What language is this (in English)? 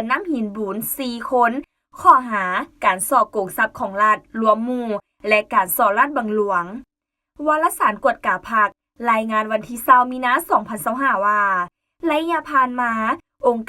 Lao